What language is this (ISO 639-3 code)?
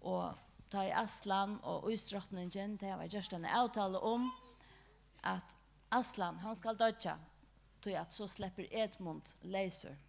fao